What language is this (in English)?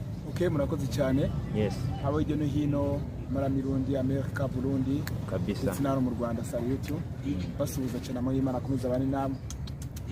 Kinyarwanda